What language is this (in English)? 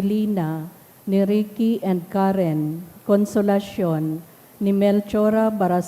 Bikol